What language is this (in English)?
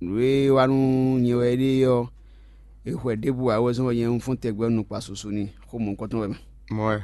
Fon